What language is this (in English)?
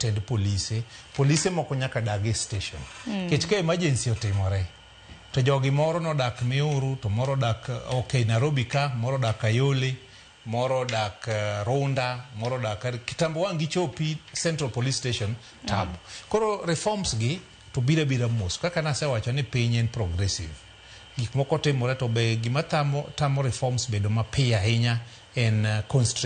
Luo (Kenya and Tanzania)